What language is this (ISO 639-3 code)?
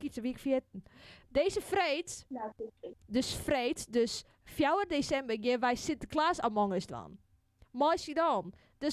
fry